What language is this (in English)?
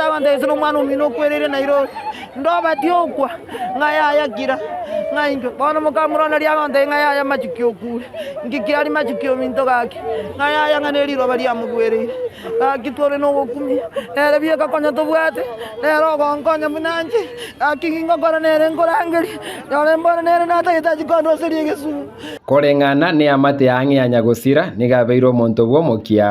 Gusii